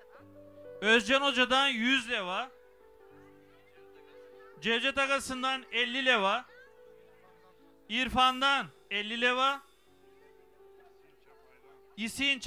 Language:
Turkish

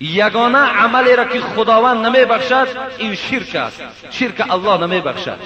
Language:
Persian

